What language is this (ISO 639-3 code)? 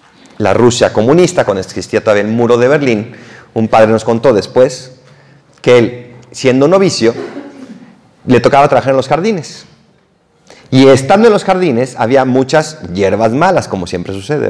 spa